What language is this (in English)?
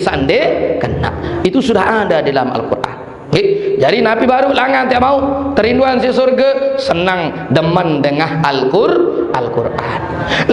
Sasak